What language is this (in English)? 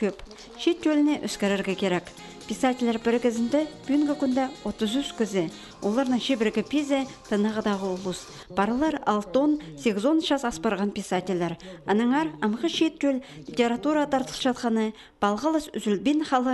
Khakas